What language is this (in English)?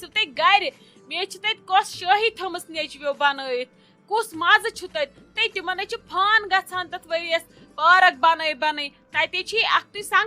Kashmiri